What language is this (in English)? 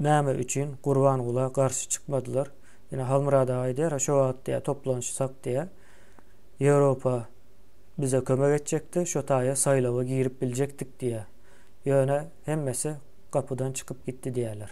Turkmen